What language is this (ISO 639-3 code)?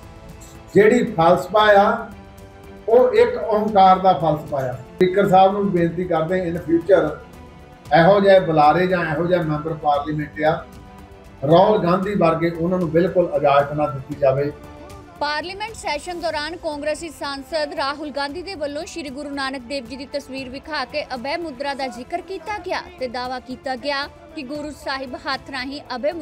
pan